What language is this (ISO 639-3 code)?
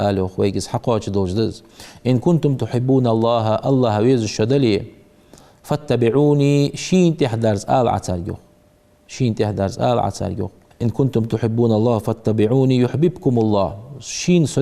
inh